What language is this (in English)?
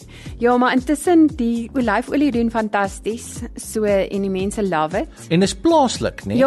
Afrikaans